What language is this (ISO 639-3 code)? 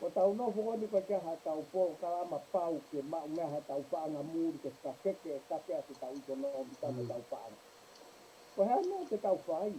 ton